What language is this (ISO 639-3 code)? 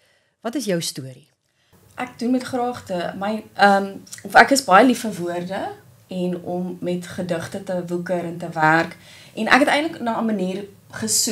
afr